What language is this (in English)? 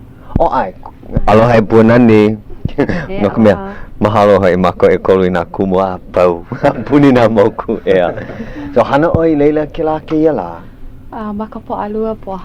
Hawaiian